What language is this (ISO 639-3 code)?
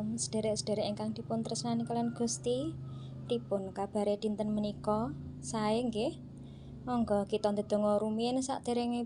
jav